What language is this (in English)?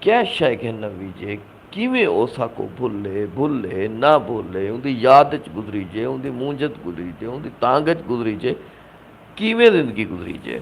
Saraiki